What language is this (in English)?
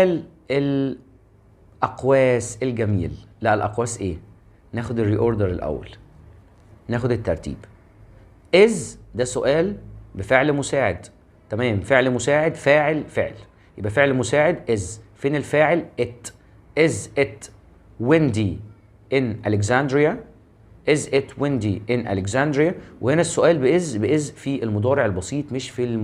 Egyptian Arabic